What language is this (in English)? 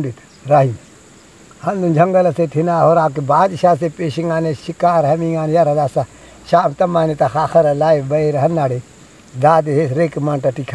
Brahui